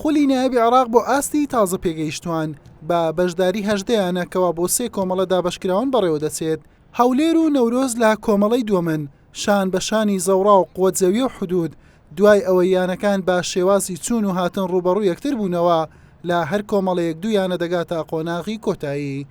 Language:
Central Kurdish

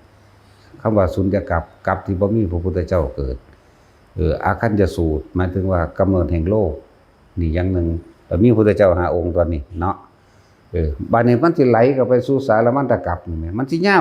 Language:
Lao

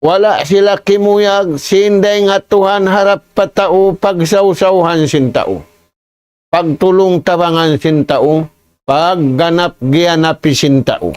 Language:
Tausug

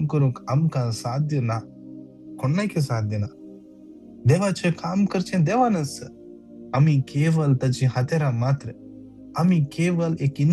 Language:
Konkani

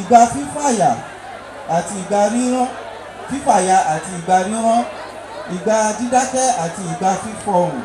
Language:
Yoruba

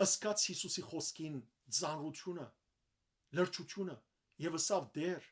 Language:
Western Armenian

